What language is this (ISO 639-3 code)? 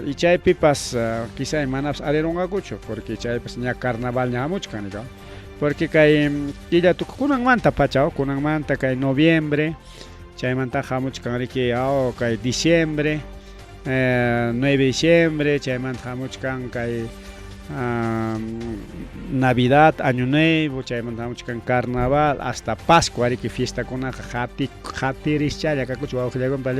quy